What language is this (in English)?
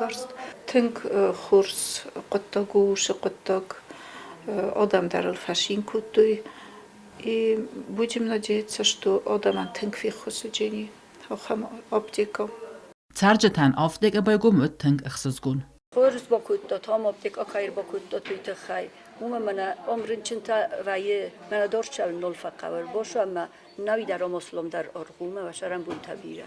Ossetic